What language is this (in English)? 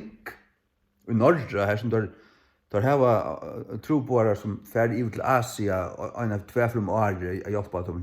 Faroese